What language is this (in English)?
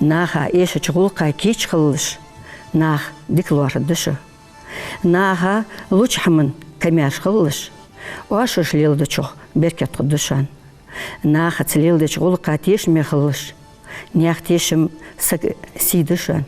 Ingush